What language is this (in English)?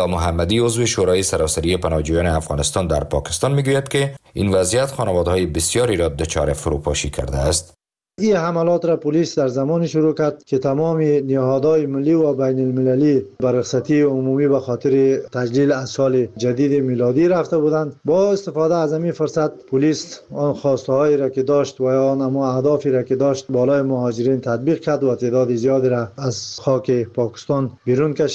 Persian